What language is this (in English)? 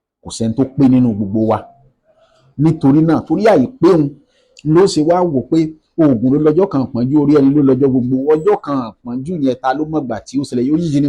Yoruba